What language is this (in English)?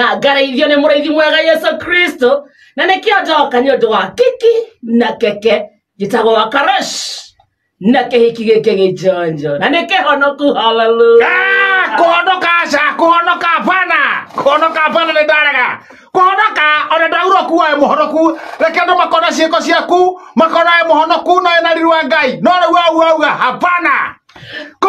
Kikuyu